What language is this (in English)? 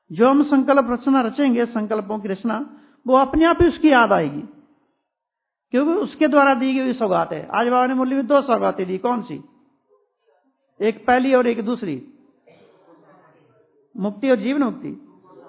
Hindi